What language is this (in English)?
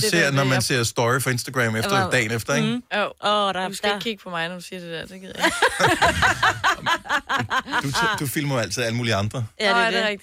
Danish